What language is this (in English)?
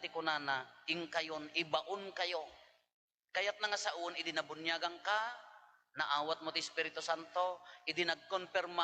Iloko